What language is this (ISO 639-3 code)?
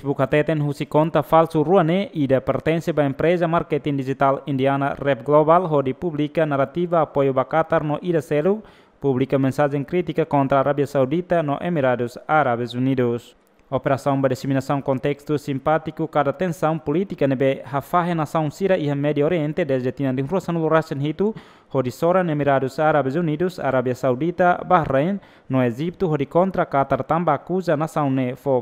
tet